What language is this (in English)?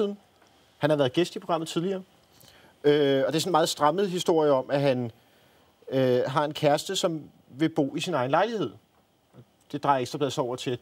Danish